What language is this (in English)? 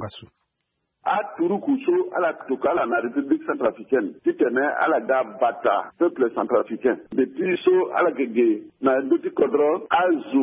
Sango